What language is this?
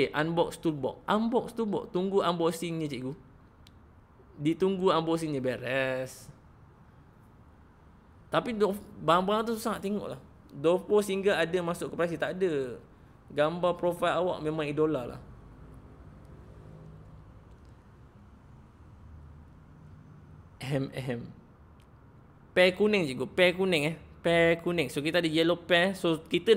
Malay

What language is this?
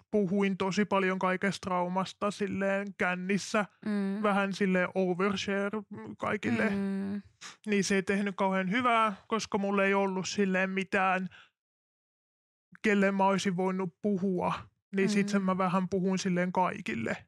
Finnish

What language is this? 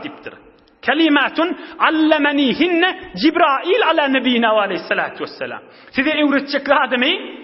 Turkmen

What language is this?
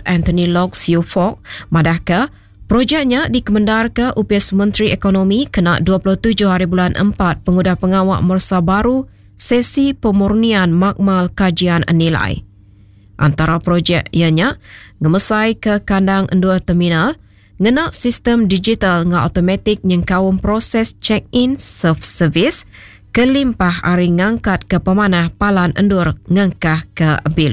Iban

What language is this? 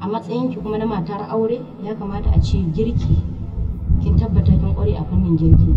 Hausa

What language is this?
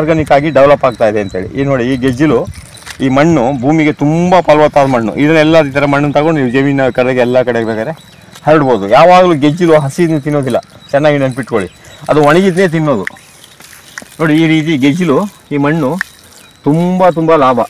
Kannada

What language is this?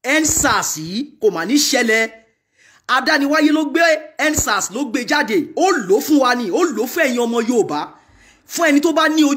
Yoruba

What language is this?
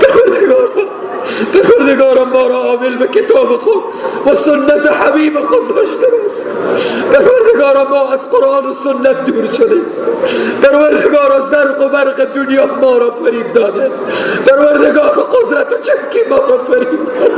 Persian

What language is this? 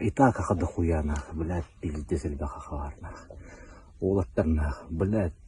Yakut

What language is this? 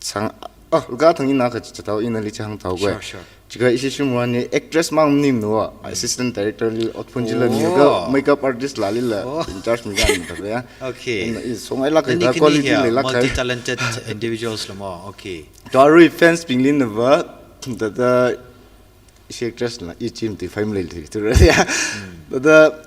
Tangkhul Naga (India)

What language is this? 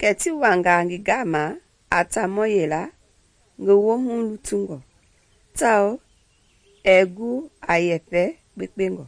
Mende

